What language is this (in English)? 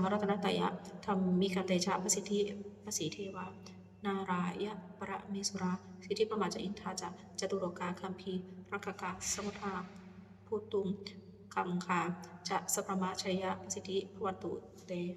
Pali